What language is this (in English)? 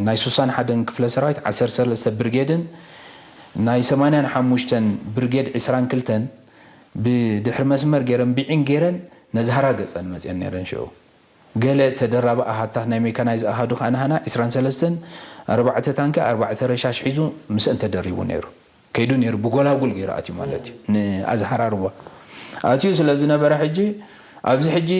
Tigrinya